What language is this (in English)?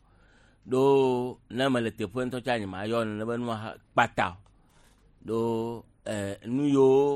Gen